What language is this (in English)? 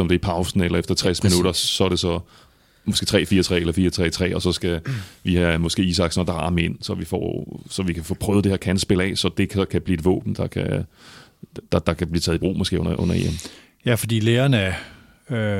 Danish